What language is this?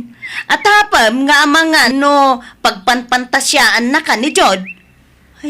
Iloko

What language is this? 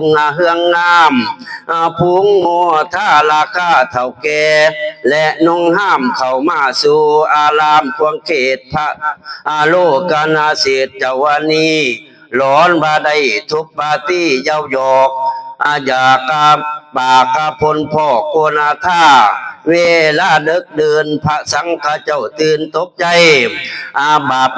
Northeastern Thai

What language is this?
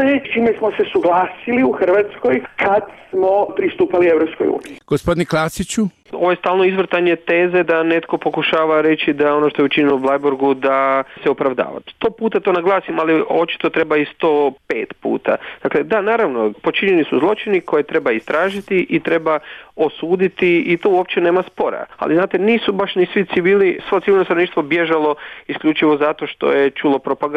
Croatian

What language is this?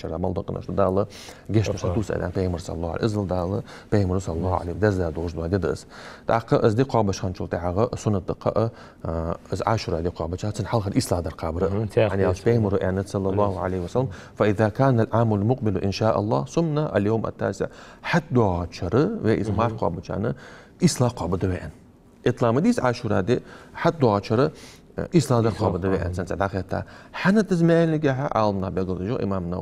Ingush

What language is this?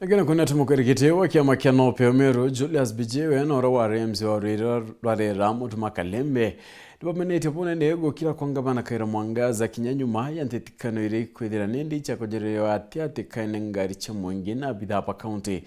Meru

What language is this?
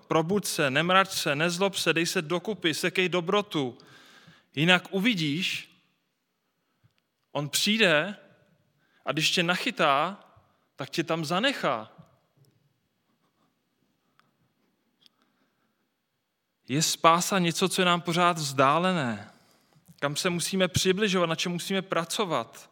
Czech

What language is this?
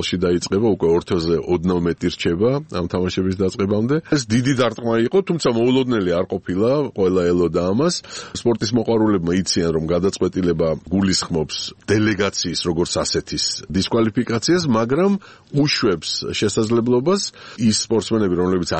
Georgian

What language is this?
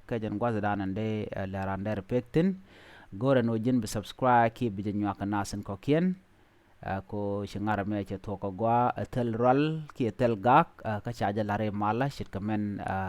Nuer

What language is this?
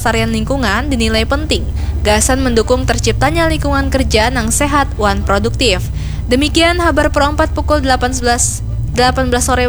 Banjar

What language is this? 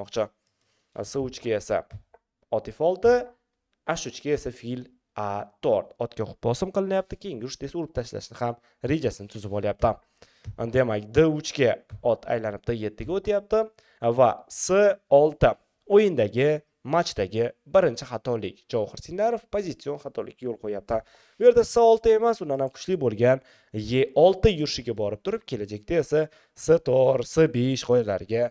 Uzbek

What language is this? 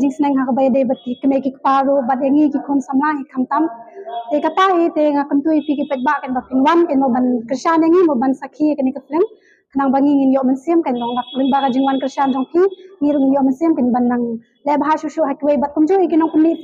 Khasi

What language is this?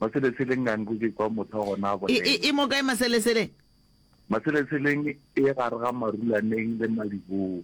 Northern Sotho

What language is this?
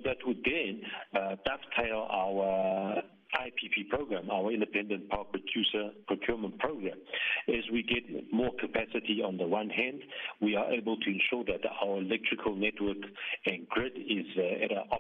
English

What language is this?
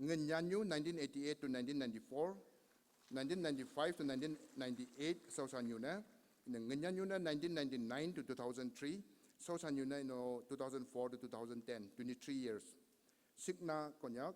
Konyak Naga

